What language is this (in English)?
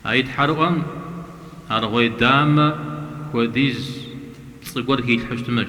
Kabardian